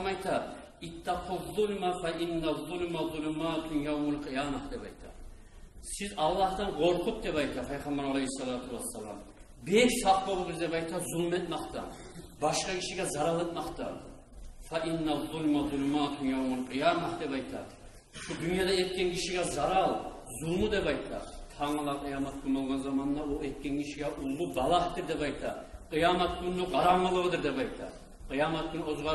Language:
Kumyk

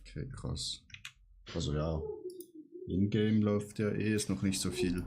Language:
Swiss German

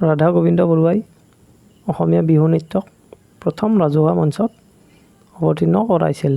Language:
Assamese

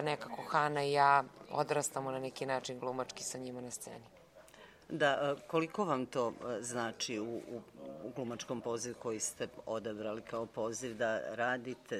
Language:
Serbian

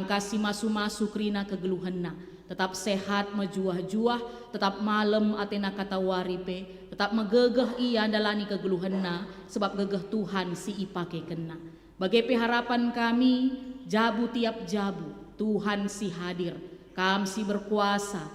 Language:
Batak Karo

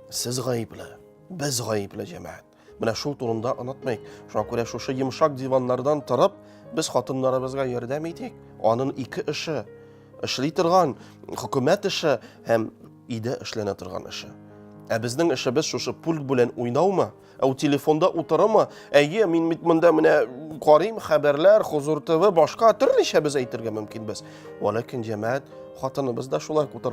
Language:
Tatar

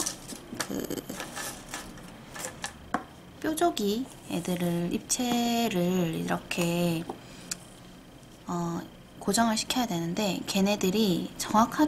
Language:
Korean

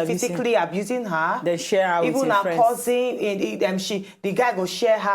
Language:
Nigerian Pidgin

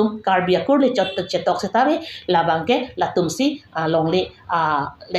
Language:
Karbi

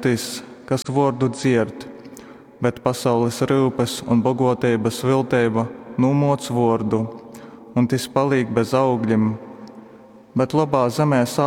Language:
Latgalian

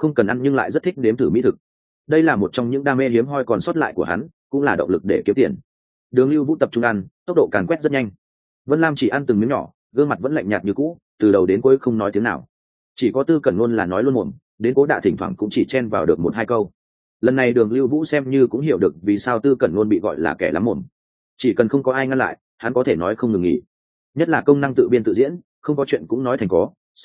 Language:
Vietnamese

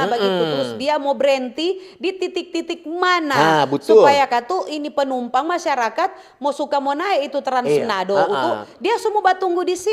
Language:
Manado Malay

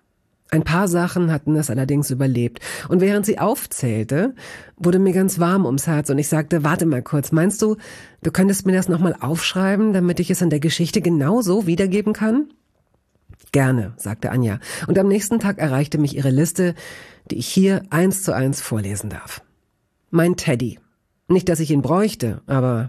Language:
German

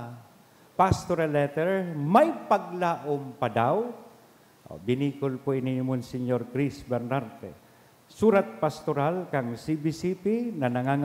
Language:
Bikol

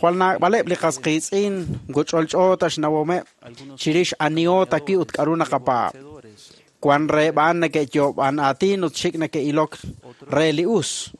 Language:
Kekchí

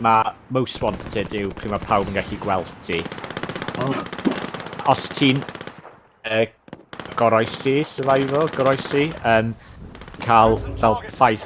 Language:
Welsh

